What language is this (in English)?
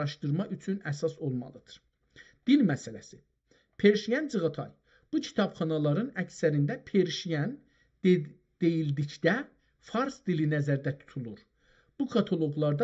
South Azerbaijani